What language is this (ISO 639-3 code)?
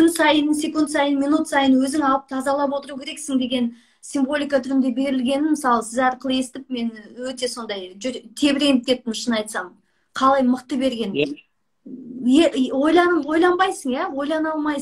kaz